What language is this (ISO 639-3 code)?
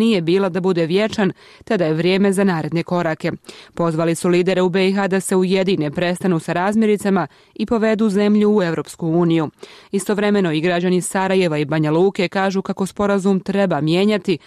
bos